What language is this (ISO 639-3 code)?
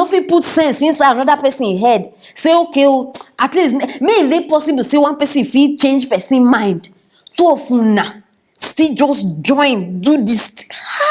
pcm